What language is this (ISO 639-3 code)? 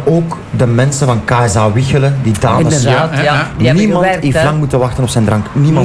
nld